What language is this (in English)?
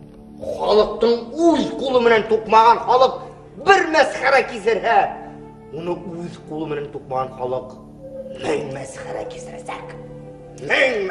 Bashkir